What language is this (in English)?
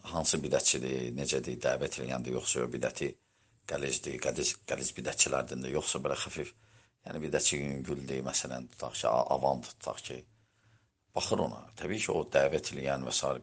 Azerbaijani